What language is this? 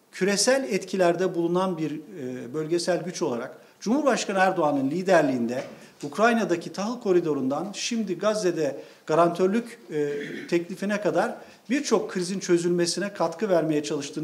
Turkish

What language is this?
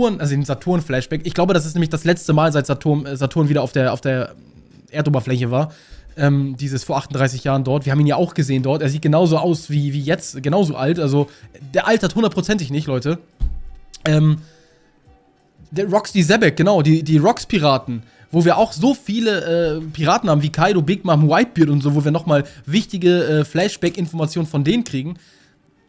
German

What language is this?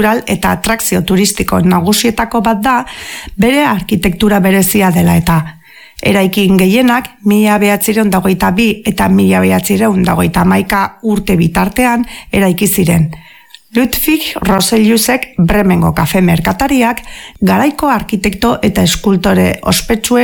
Basque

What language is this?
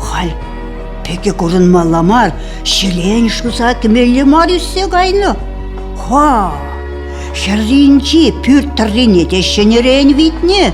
Chuvash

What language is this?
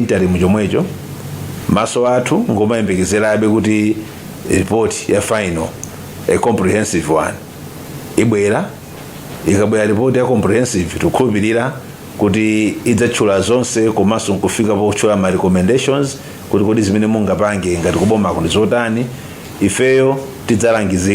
Nyanja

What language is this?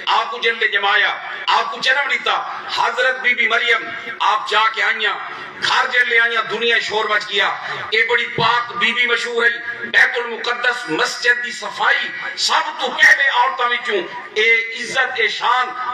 Saraiki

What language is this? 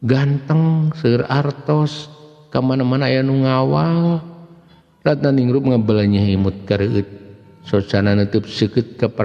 Sundanese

